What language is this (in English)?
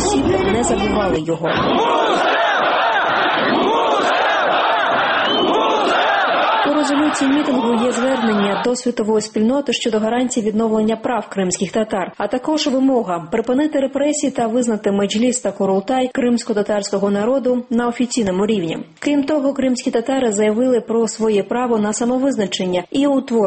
Ukrainian